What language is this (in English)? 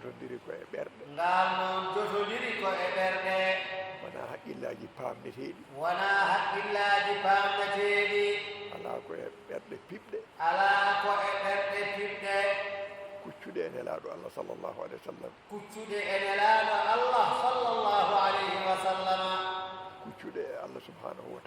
Fula